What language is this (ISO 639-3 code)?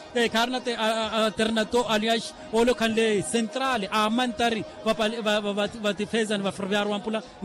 vmw